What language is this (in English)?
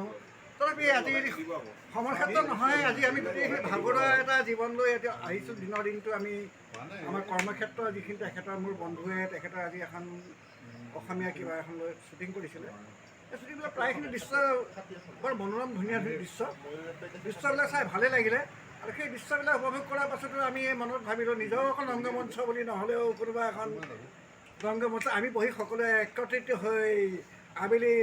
Assamese